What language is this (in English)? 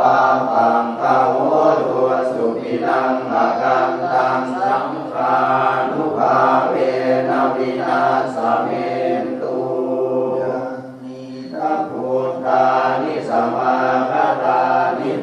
Pali